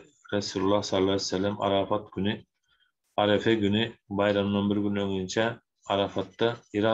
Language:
Turkmen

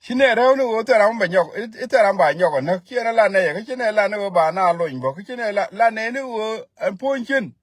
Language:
Nuer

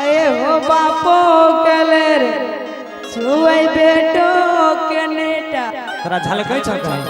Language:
Maithili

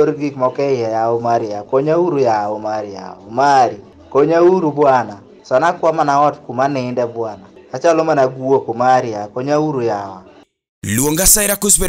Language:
Luo (Kenya and Tanzania)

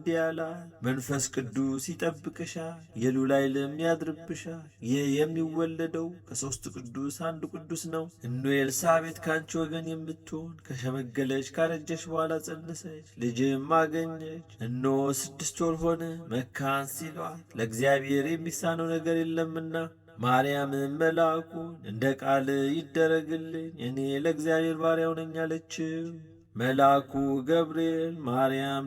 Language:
Amharic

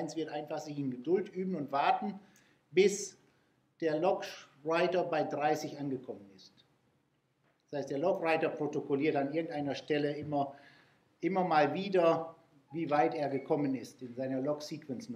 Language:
German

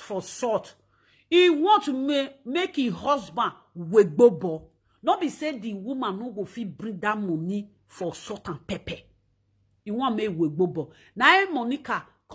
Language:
Nigerian Pidgin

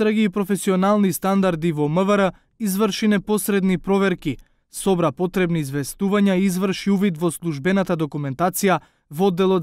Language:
Macedonian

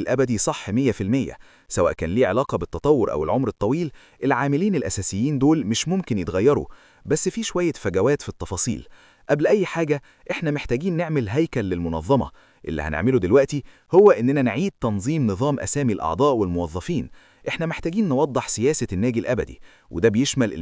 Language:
Egyptian Arabic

